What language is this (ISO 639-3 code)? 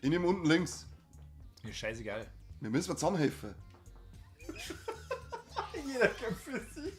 bar